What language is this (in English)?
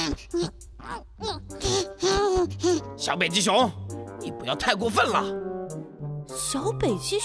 Chinese